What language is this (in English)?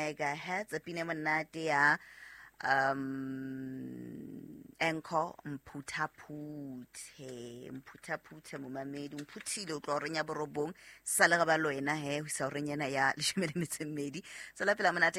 Southern Sotho